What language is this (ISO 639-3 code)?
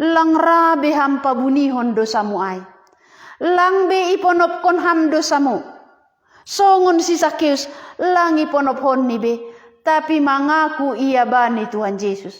bts